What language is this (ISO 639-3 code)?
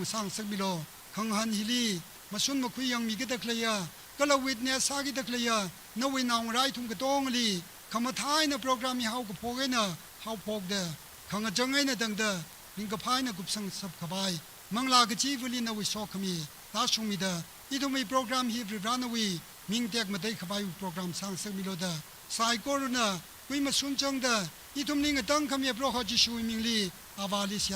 nmf